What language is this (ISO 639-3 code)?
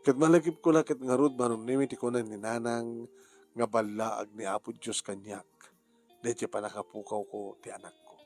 ilo